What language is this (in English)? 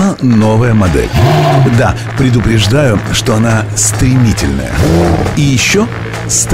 Russian